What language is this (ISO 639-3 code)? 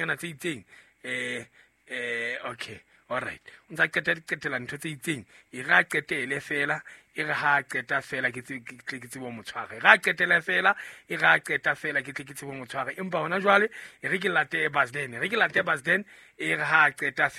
sot